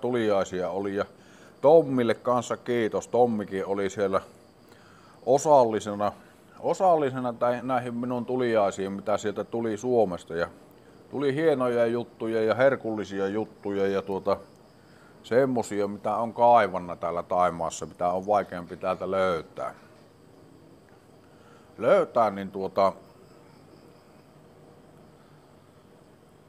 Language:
Finnish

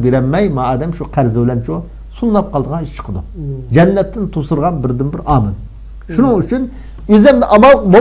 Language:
Uyghur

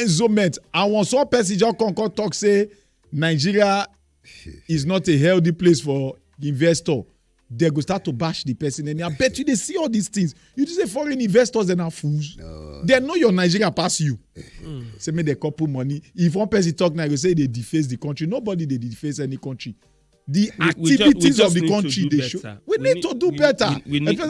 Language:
Nigerian Pidgin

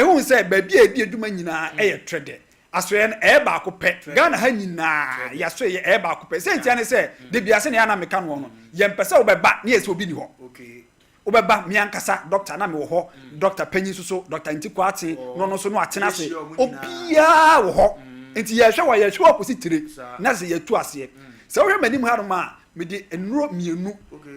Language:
Akan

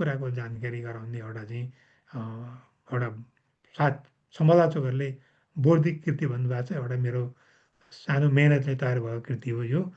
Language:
Nepali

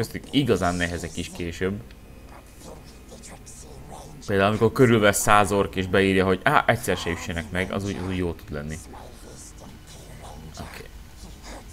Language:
Hungarian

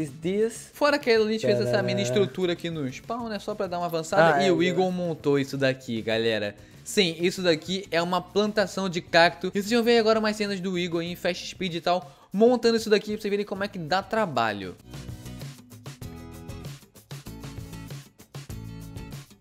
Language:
Portuguese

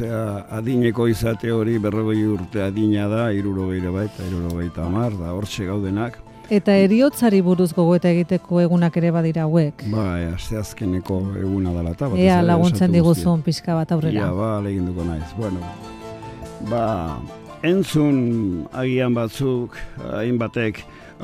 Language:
Basque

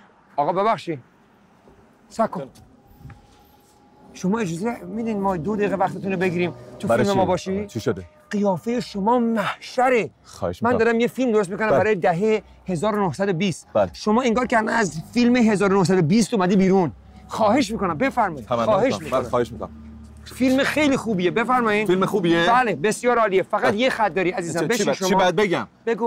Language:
Persian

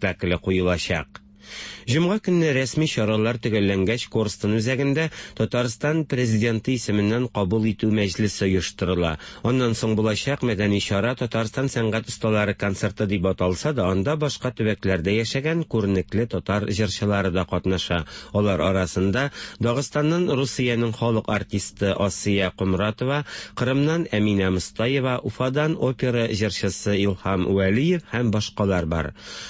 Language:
Tatar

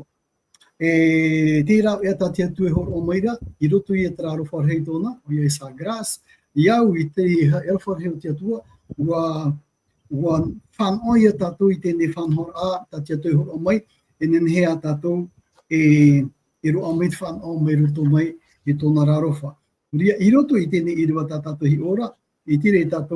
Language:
Tahitian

